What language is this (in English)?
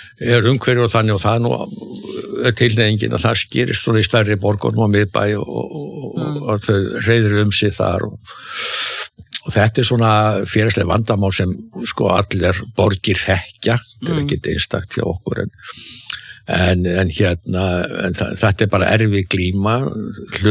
Icelandic